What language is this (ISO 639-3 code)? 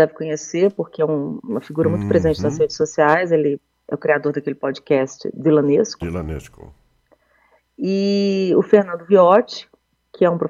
por